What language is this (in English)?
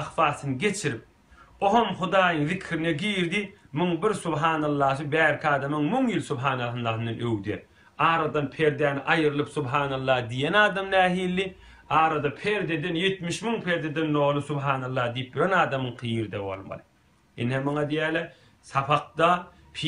Turkmen